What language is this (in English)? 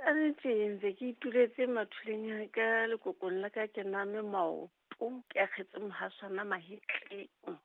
Southern Sotho